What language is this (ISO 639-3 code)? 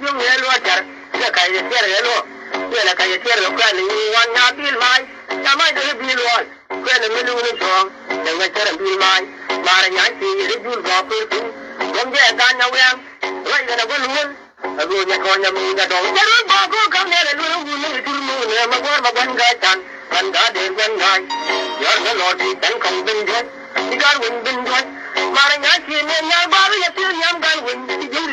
nus